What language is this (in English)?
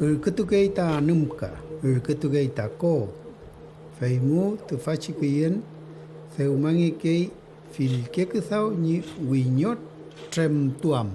Mapuche